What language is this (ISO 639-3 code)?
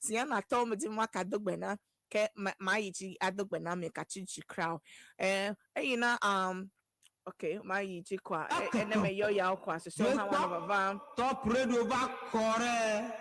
ewe